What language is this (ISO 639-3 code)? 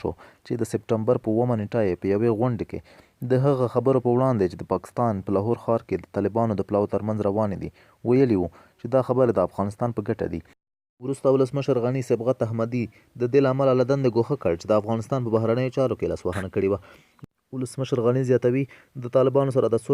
pus